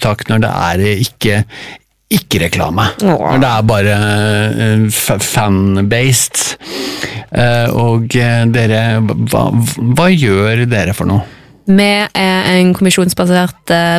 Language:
Norwegian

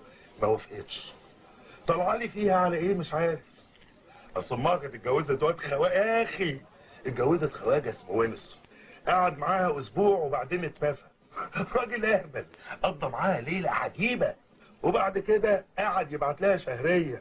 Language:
Egyptian Arabic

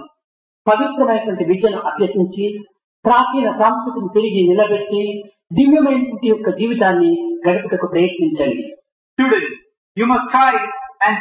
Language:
Telugu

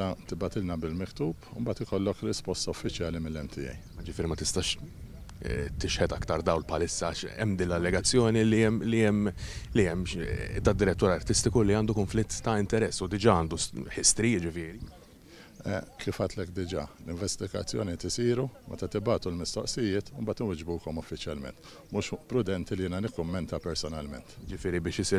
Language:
Maltese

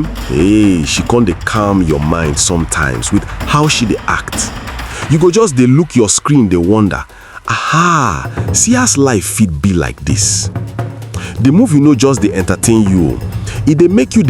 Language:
Nigerian Pidgin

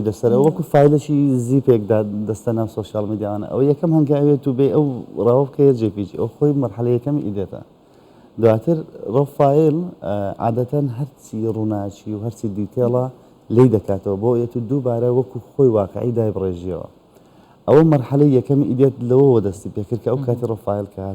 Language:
Central Kurdish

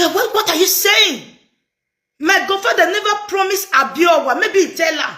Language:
Nigerian Pidgin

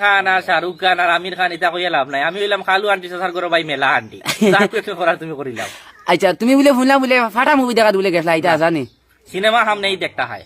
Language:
Sylheti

